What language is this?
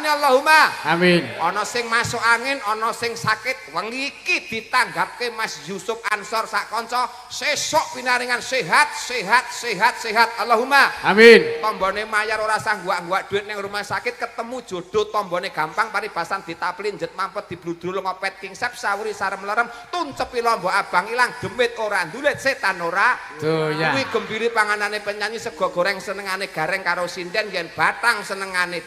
Javanese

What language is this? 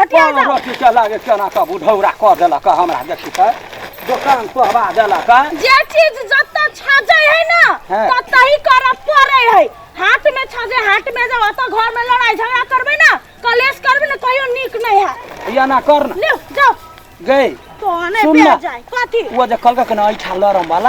Maithili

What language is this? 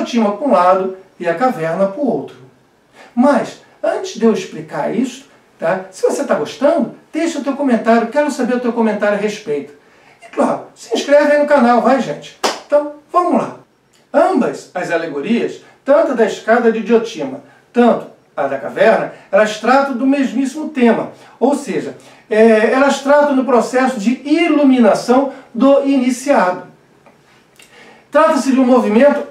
Portuguese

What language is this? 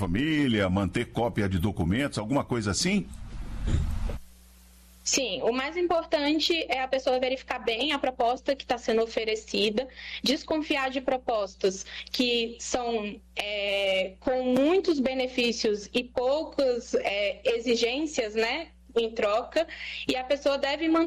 Portuguese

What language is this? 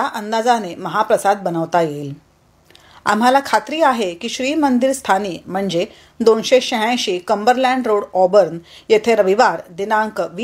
Marathi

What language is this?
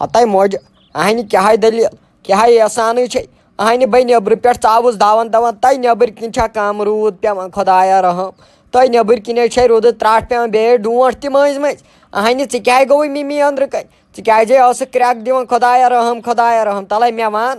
Kashmiri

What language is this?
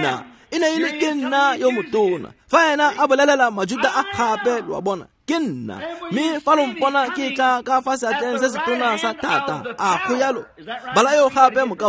Tswana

